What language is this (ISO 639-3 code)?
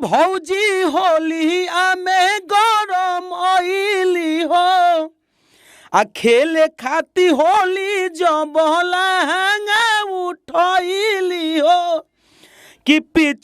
bho